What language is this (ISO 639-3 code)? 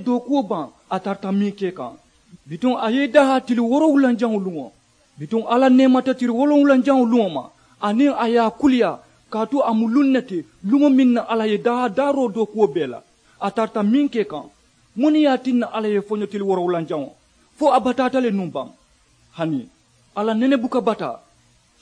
man